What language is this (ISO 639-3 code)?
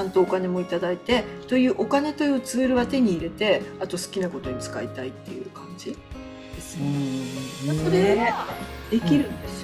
jpn